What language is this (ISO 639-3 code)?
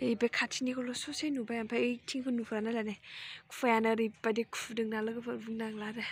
brx